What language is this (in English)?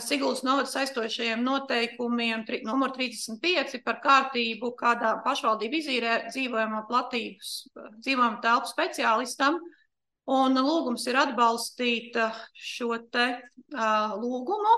Latvian